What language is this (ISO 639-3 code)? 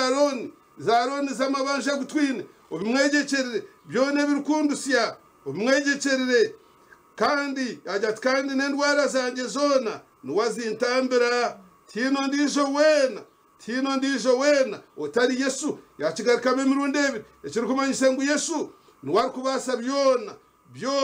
nyn